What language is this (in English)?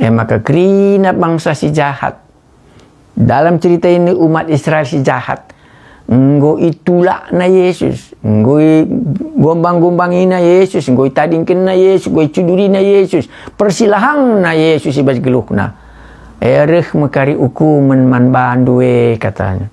Batak Karo